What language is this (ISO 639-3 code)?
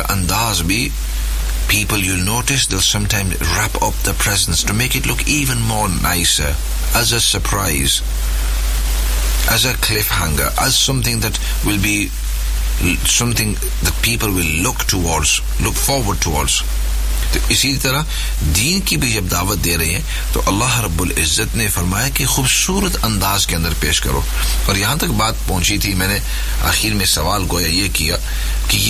urd